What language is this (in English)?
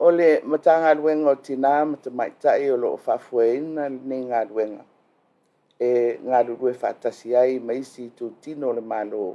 Samoan